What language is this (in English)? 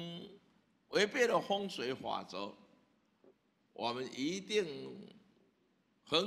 Chinese